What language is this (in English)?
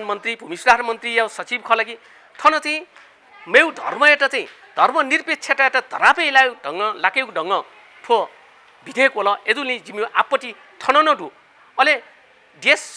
Newari